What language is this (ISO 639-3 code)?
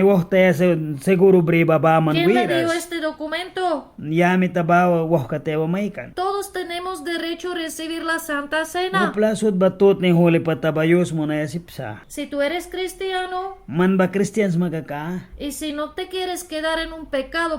miq